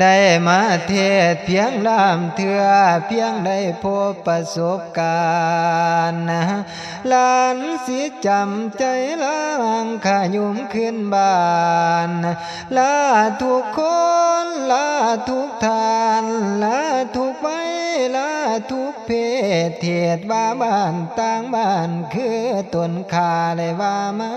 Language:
Northeastern Thai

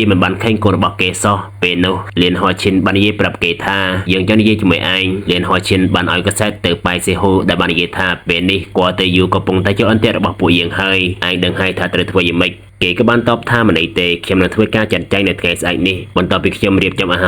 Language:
Khmer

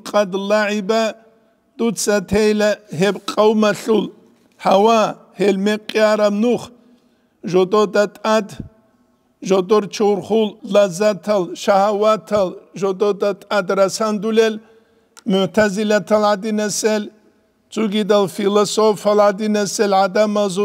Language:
Avaric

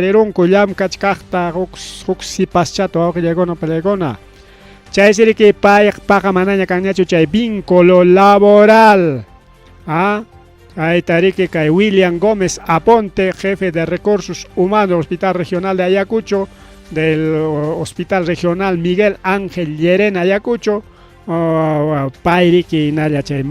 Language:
Ayacucho Quechua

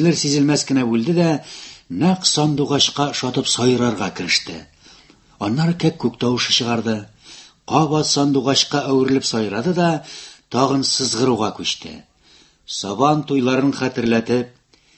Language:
Tatar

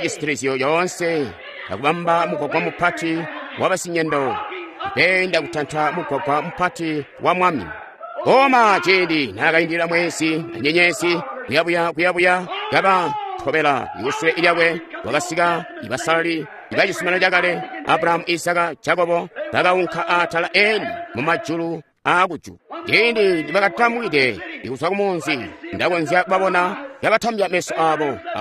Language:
Tonga (Zambia)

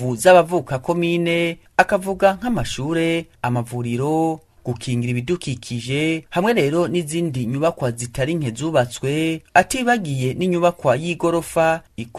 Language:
Rundi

